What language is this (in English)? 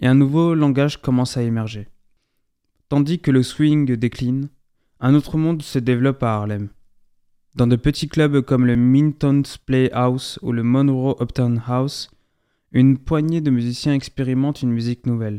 French